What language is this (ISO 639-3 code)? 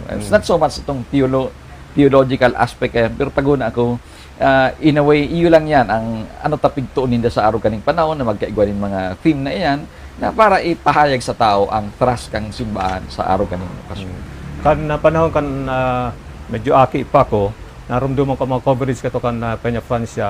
bik